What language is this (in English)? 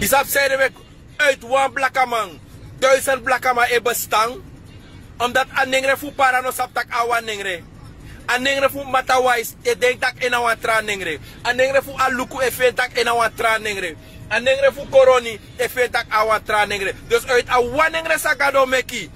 Sranan Tongo